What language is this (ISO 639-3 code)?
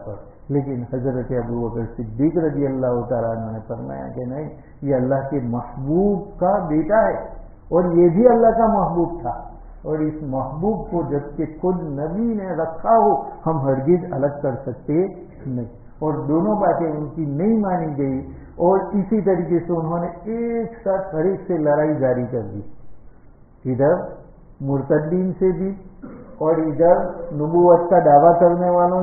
urd